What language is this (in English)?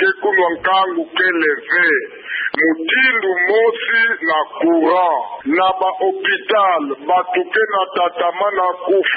Kituba (Democratic Republic of Congo)